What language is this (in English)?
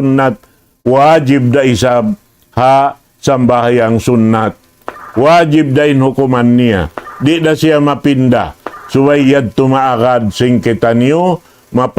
Tausug